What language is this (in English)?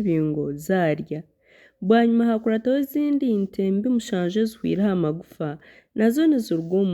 Nyankole